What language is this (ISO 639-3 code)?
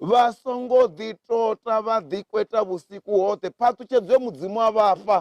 ven